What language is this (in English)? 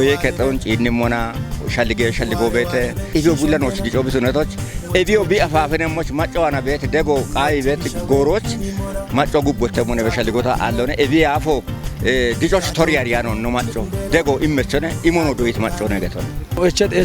Kafa